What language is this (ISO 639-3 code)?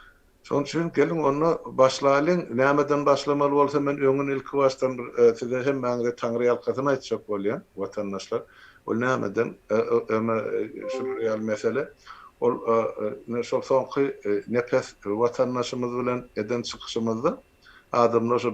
tuk